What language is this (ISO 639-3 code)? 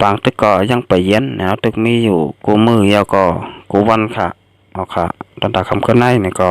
shn